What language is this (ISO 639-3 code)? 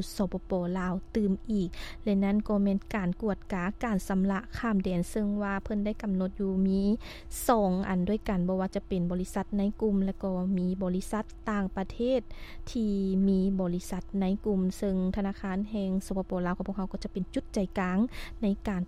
lao